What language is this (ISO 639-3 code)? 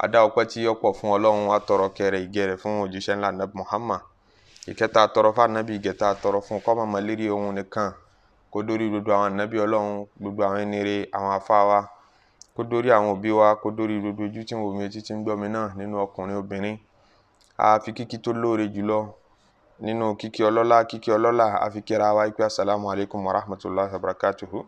yor